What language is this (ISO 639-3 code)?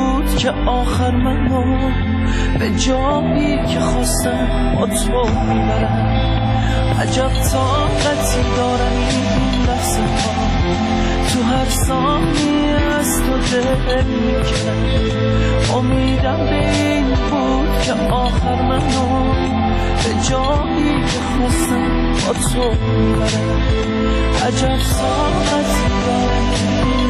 fas